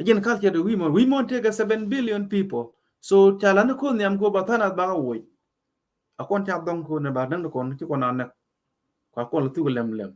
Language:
Nuer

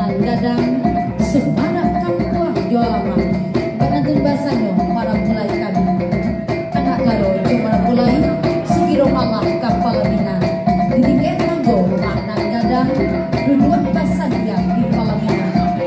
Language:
Minangkabau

